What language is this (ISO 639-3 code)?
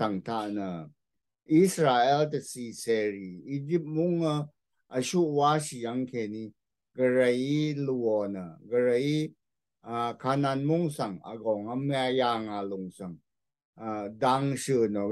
raw